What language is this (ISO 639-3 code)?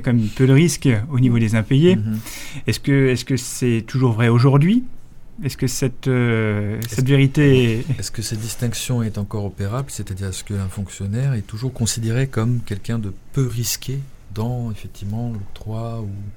fra